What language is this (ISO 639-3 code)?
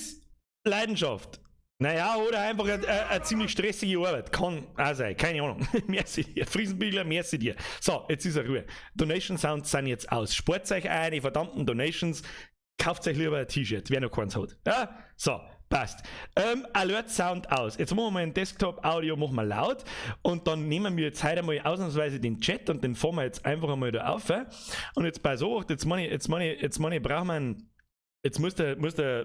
bar